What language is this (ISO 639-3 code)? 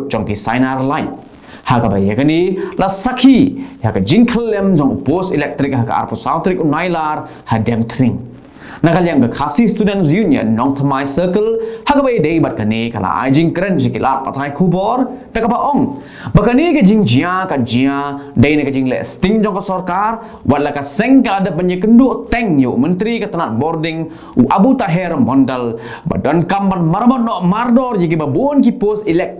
kha